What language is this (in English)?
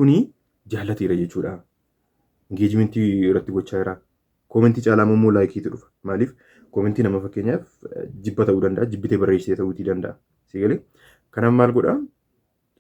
Oromo